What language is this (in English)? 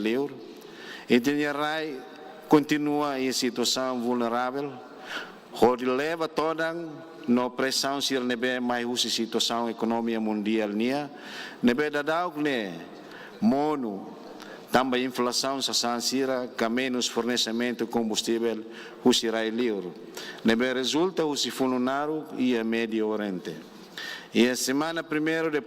Tetum